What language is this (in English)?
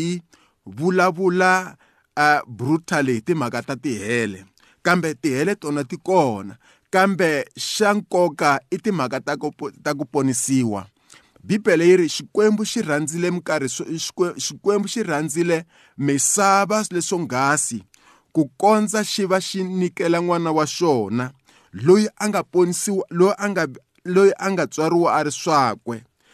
Tsonga